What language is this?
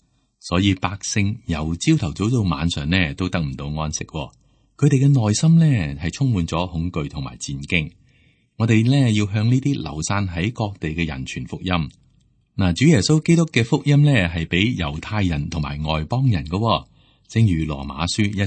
Cantonese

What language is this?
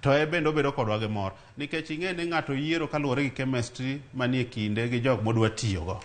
Luo (Kenya and Tanzania)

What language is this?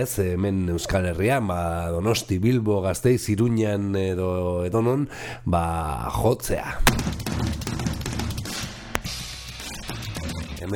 Basque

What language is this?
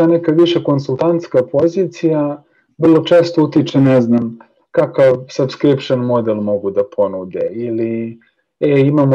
Serbian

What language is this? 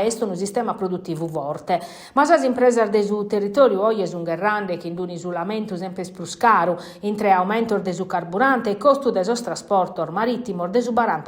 Sardinian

